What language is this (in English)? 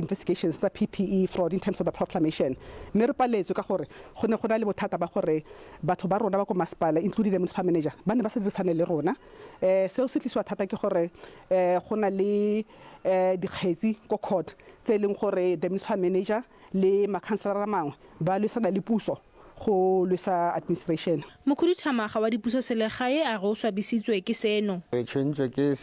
Tswana